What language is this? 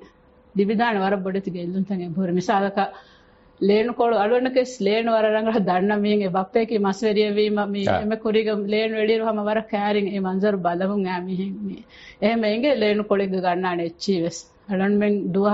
Divehi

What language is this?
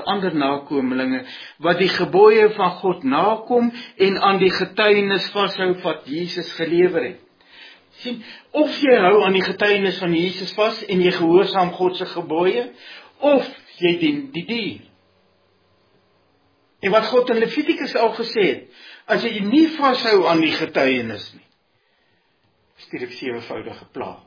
Afrikaans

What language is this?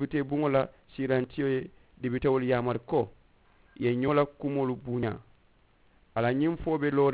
Mandingo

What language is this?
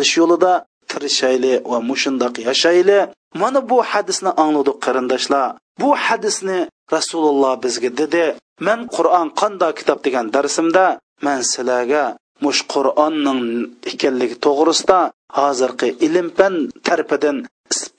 Uyghur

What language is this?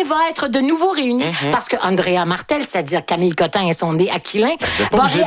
French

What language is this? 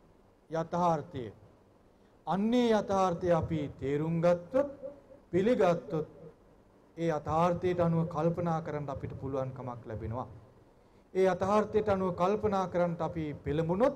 Sinhala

